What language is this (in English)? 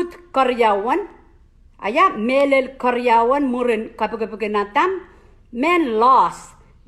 Pohnpeian